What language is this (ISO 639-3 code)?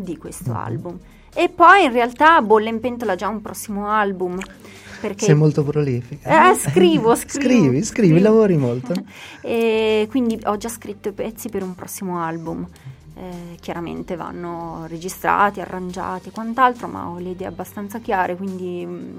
ita